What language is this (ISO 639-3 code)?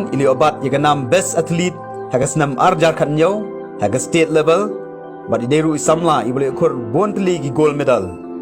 kha